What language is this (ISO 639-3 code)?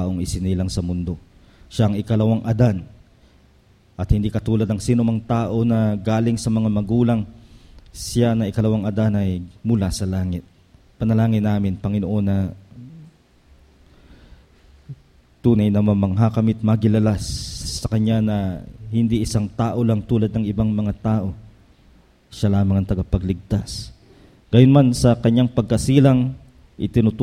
fil